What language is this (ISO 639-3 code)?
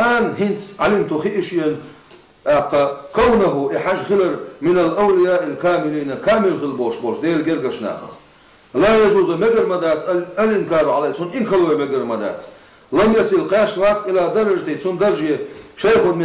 che